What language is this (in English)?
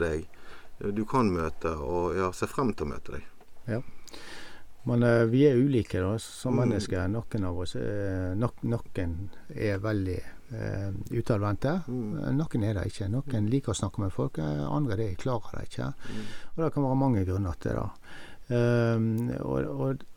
Norwegian